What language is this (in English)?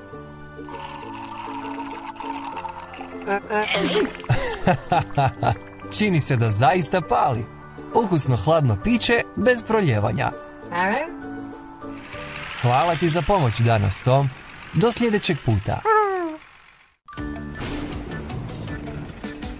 Croatian